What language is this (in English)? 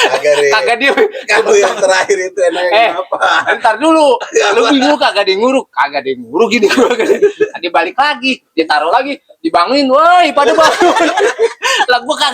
Betawi